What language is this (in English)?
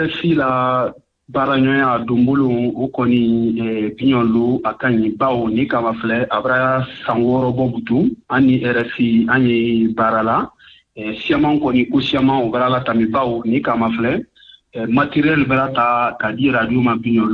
Bambara